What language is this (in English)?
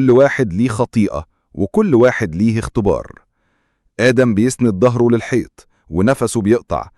Egyptian Arabic